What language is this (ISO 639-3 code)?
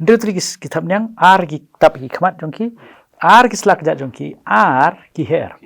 kha